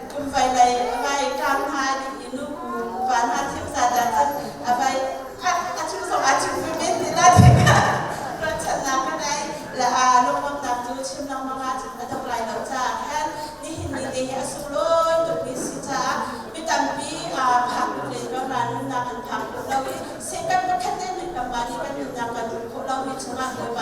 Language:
Hakha Chin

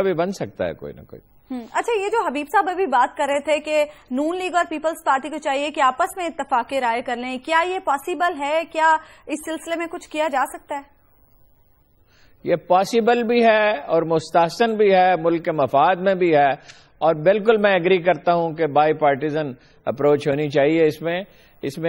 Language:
Urdu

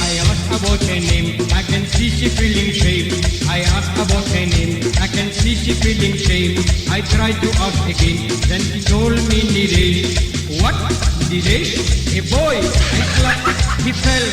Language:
Morisyen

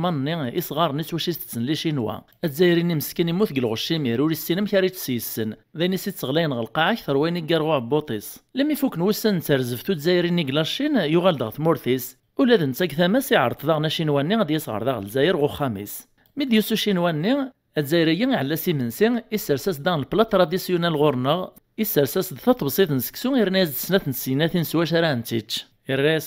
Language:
Kabyle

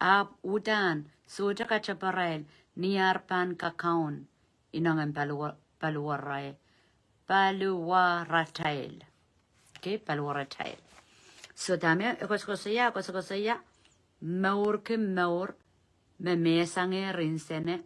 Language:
Pohnpeian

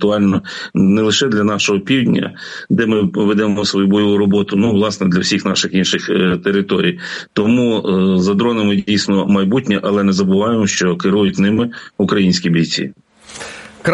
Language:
Ukrainian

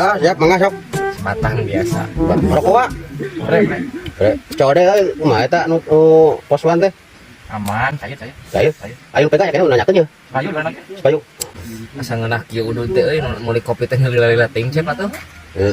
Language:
Sundanese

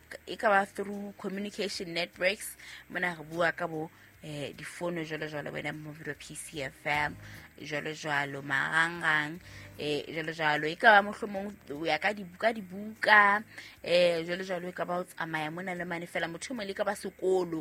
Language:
Southern Sotho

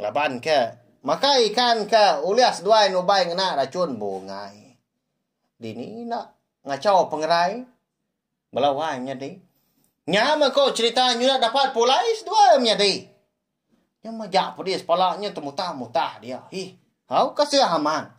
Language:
Iban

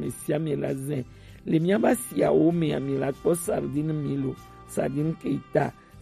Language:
Gen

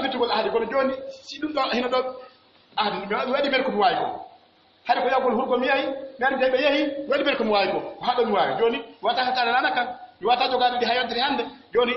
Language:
Pular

